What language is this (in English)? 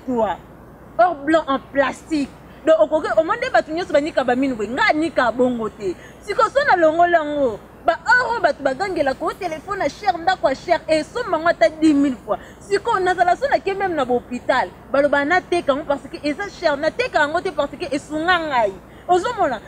Lingala